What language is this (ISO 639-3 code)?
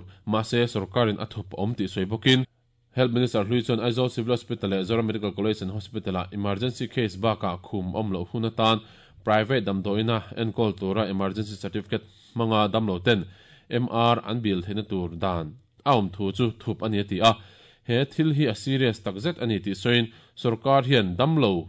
lus